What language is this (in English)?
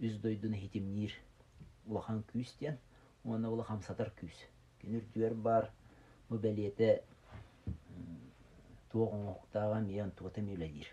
Yakut